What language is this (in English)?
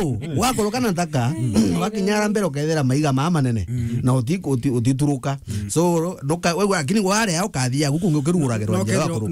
Meru